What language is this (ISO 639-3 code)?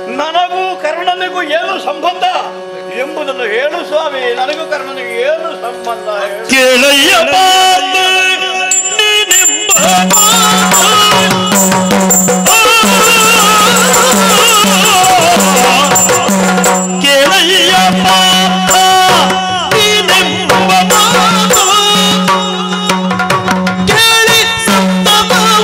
kan